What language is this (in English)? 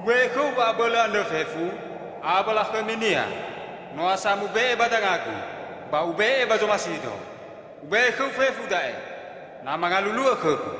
Nias